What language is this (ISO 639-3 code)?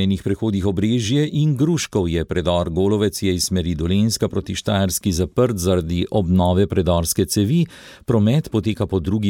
slv